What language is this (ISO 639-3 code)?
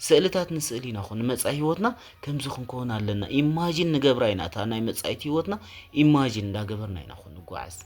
tir